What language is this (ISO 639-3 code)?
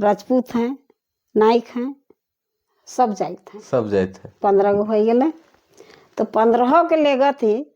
sck